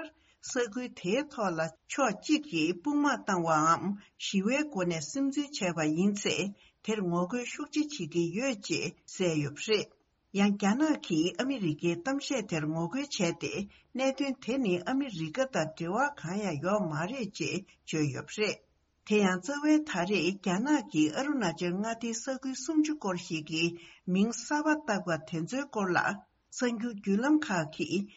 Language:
Tibetan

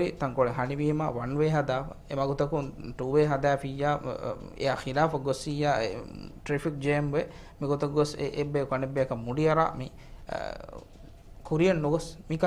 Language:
Divehi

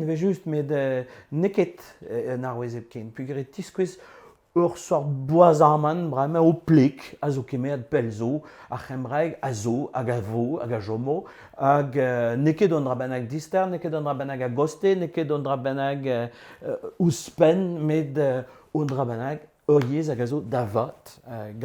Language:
Breton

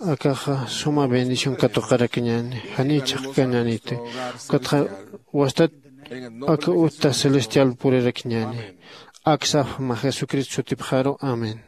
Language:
Aymara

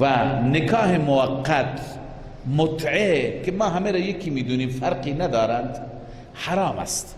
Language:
Persian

